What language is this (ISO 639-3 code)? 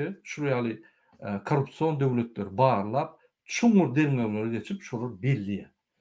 tuk